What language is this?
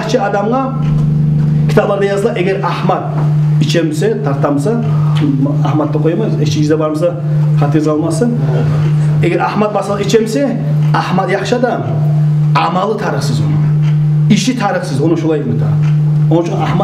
Kumyk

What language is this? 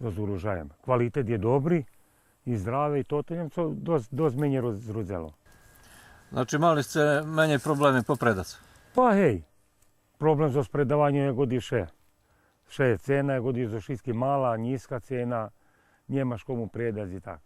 Rusyn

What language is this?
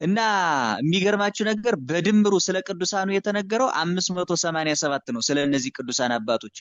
Amharic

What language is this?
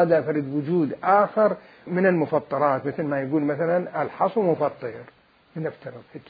Mesopotamian Arabic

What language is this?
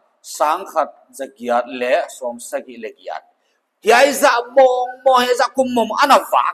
Paite Chin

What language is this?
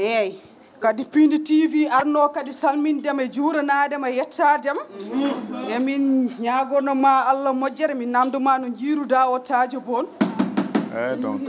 Fula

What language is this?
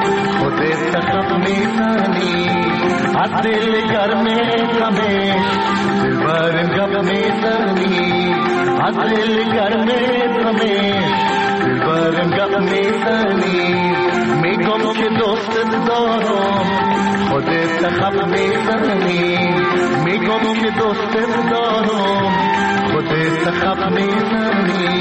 Persian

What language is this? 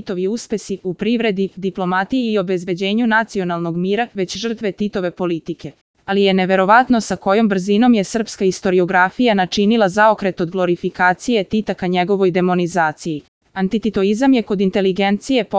Serbian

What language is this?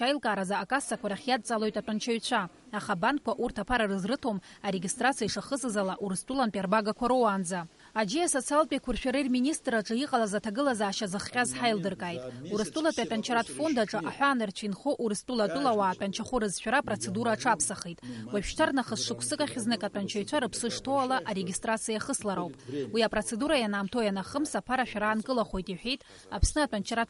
Abkhazian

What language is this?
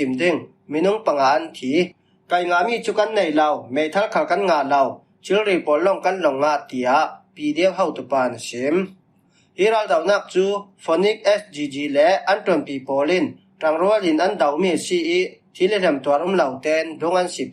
Falam Chin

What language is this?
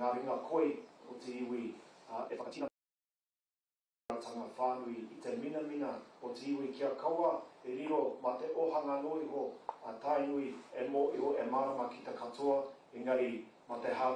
Māori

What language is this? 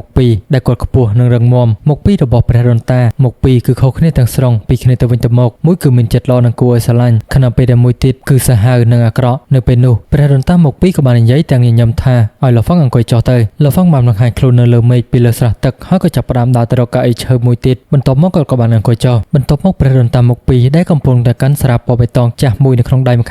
Khmer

